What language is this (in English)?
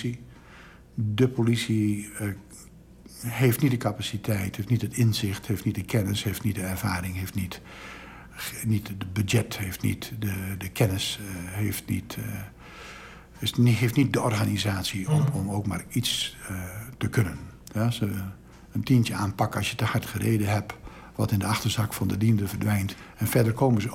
Dutch